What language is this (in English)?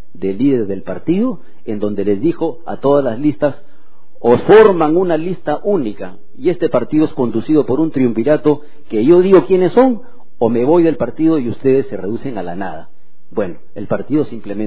Spanish